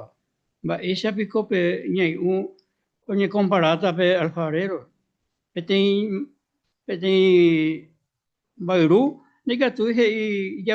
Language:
Guarani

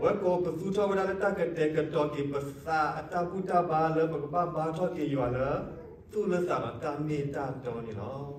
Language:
S'gaw Karen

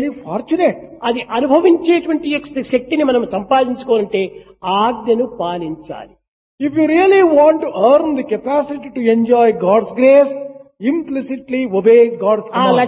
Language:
Telugu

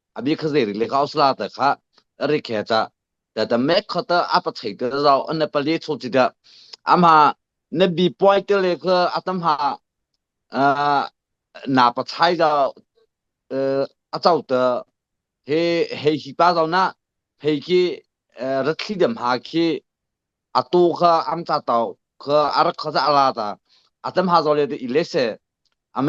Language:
Mara Chin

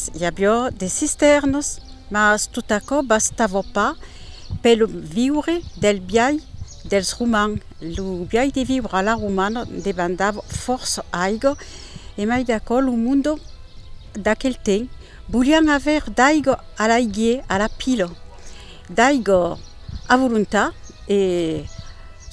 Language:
Occitan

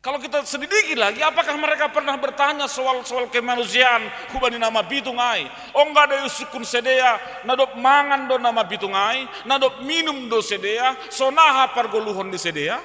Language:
Batak Simalungun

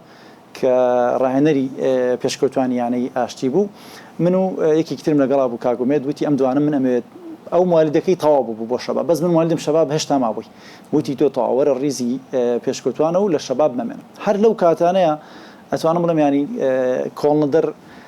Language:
Central Kurdish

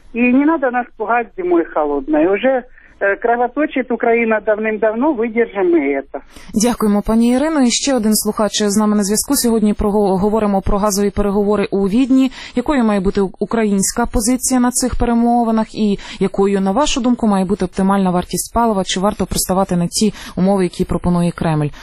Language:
Ukrainian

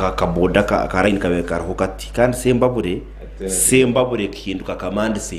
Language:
Nyankole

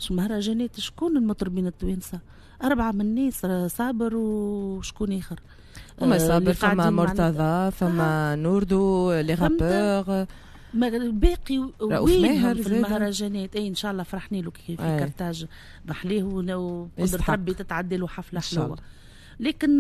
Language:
Tunisian Arabic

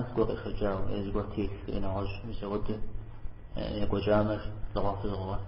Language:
Kabardian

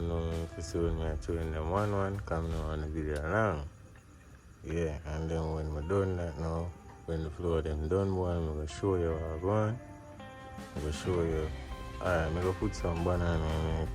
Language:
Jamaican Creole English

